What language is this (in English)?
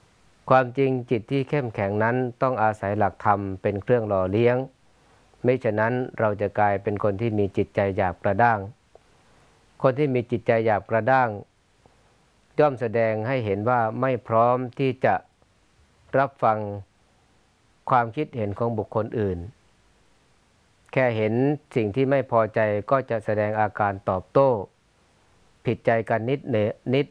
Thai